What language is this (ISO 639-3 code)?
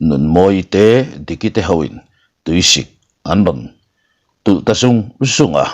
lus